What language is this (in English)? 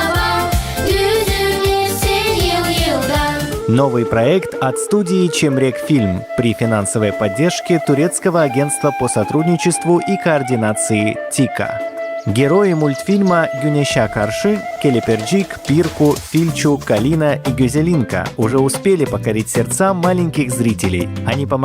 Gagauz